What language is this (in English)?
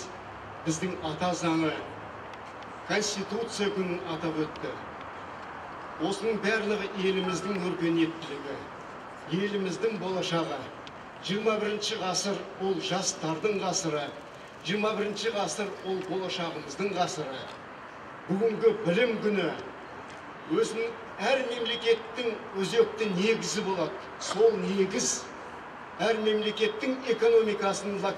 Kazakh